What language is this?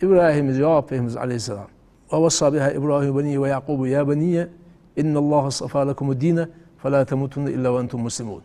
Ingush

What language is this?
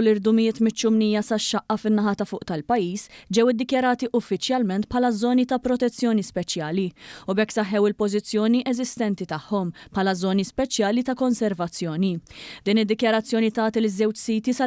Maltese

